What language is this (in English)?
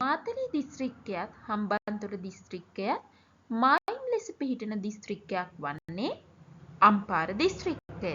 Sinhala